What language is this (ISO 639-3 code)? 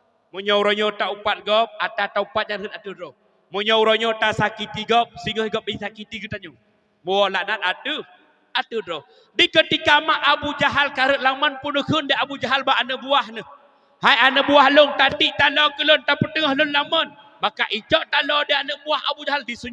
ace